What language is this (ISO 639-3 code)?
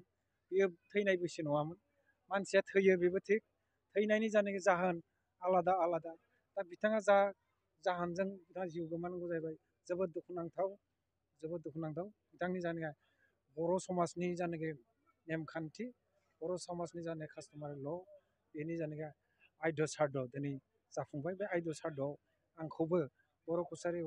brx